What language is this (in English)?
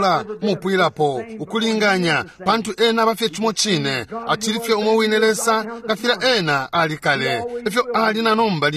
Bemba